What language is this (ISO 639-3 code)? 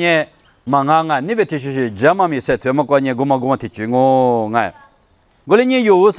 lis